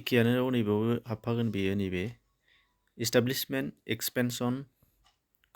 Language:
Bodo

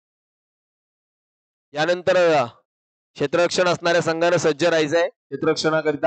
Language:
Marathi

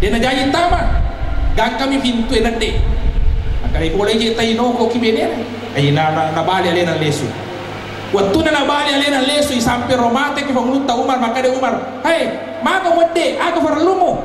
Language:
Buginese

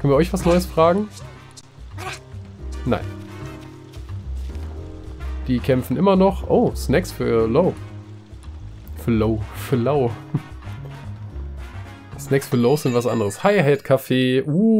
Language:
German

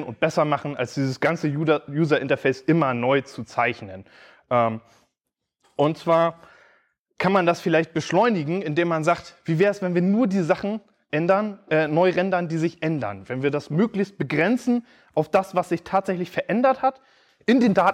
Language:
German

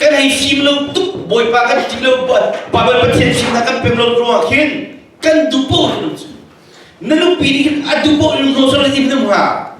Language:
Hakha Chin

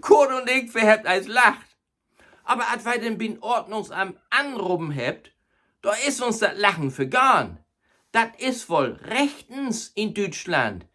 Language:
Low German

